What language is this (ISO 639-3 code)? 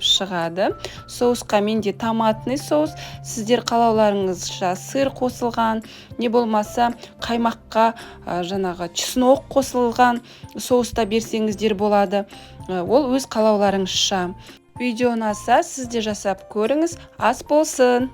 kaz